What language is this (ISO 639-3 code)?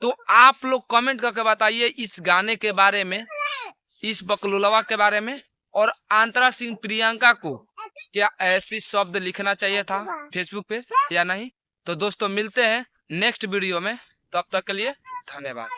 bho